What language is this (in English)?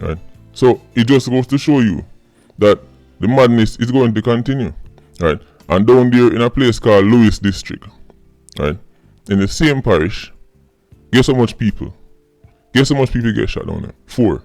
Jamaican Creole English